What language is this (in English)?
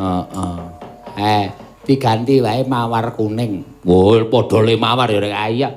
Javanese